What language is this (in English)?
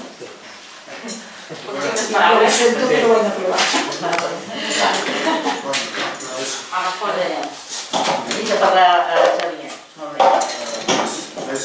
Catalan